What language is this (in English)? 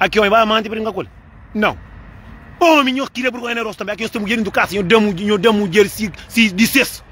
Kabuverdianu